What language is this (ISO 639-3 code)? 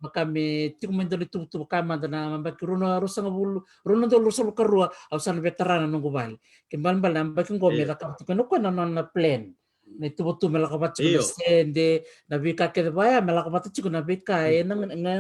fij